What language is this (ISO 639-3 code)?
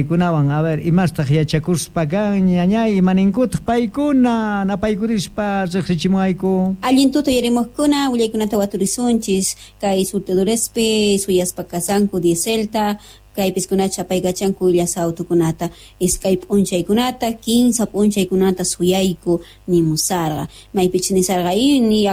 quh